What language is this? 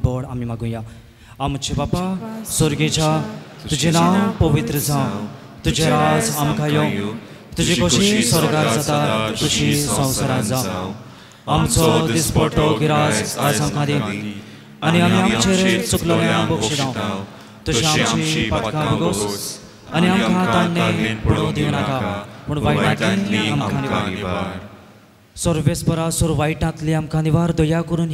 Konkani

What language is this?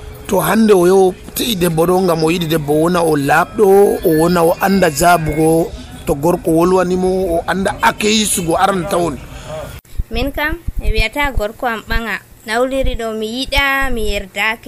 Nigerian Fulfulde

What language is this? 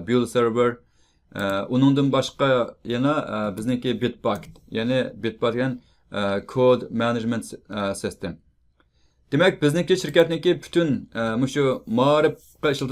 Uyghur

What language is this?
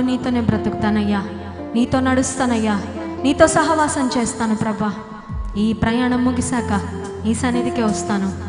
Telugu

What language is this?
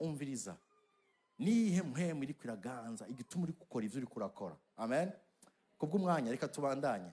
Rundi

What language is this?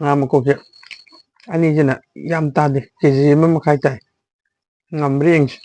Manipuri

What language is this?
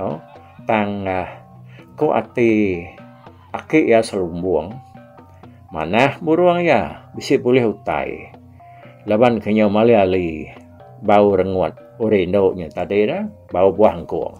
Iban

